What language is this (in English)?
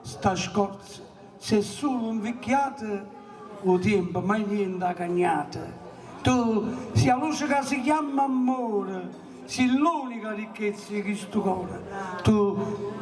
Neapolitan